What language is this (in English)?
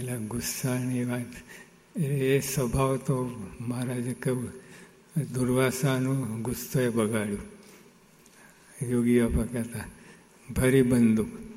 Gujarati